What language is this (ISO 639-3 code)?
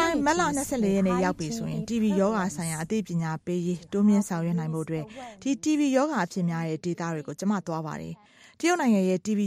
mya